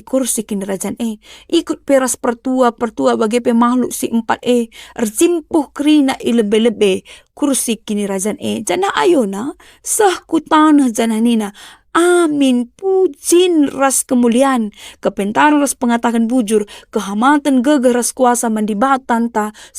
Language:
Batak Karo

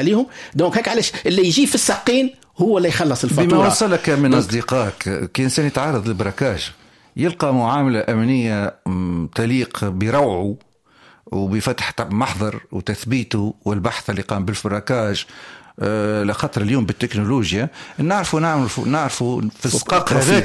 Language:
Tunisian Arabic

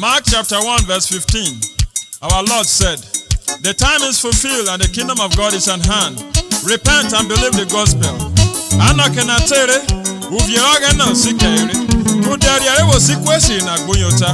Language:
Urhobo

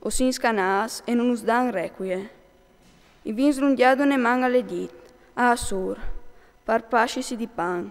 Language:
Friulian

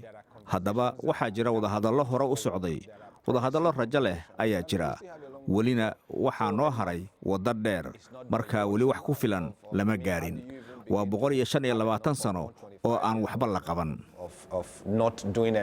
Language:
Somali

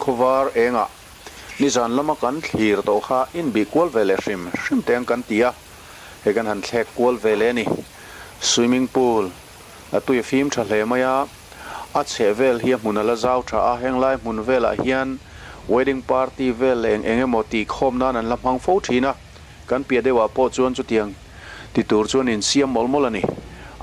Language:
Mizo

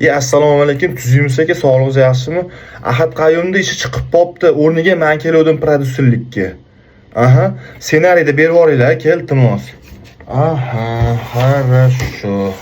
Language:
Uzbek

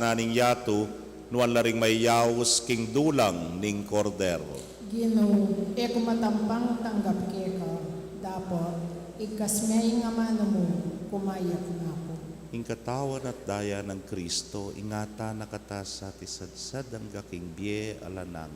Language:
Pampanga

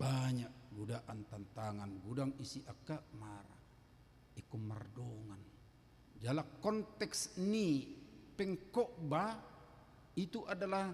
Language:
Batak Toba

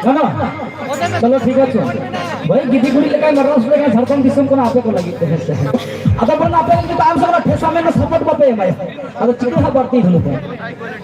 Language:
Santali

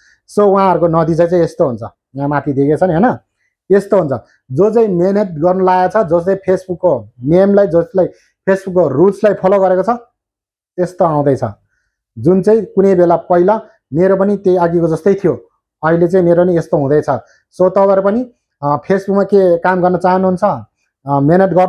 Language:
Nepali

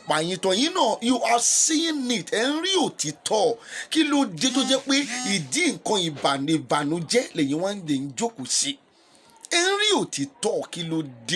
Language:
Yoruba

